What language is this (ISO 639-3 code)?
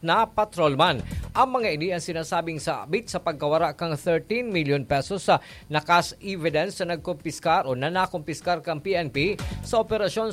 bik